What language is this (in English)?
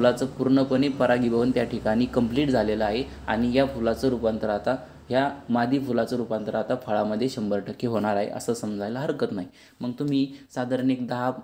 Marathi